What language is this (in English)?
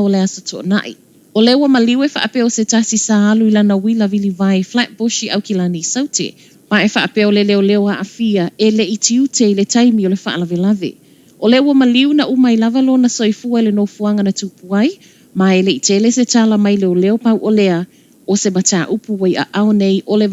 Samoan